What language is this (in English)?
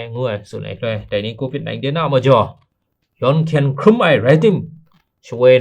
Kachin